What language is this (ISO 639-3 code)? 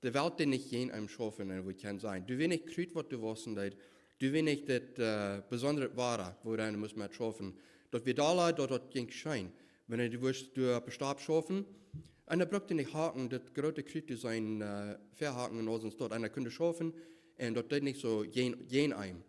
pdt